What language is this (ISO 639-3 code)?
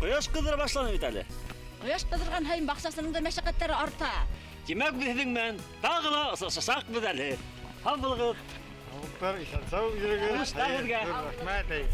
bak